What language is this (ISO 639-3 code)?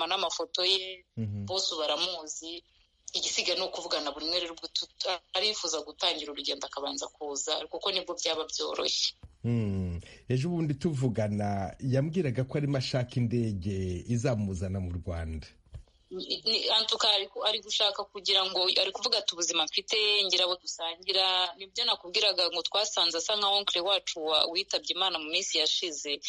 kin